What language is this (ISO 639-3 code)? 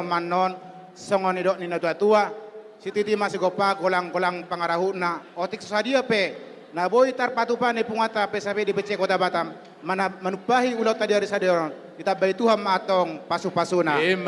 bbc